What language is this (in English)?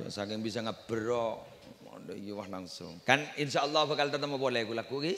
Madurese